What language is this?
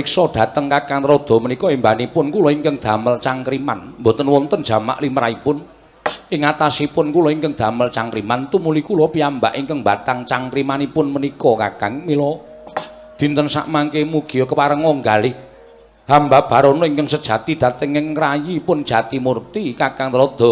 Javanese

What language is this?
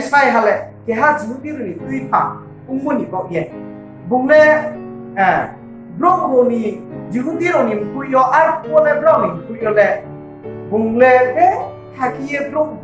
Riang (India)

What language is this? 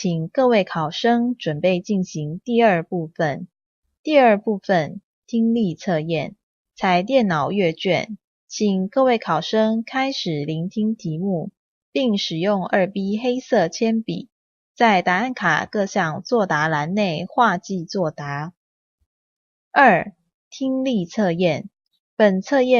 Taroko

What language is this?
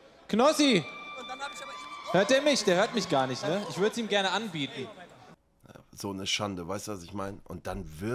German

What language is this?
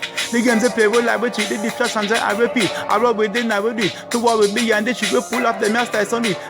Jamaican Creole English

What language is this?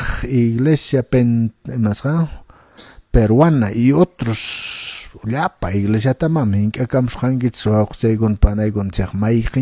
Quechua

